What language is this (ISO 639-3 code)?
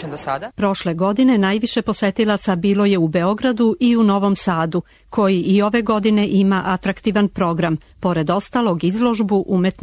srp